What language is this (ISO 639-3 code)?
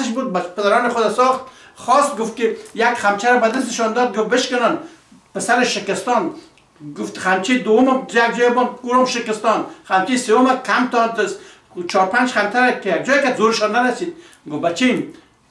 fas